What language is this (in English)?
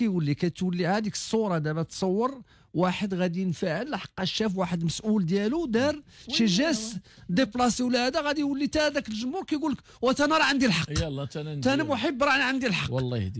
Moroccan Arabic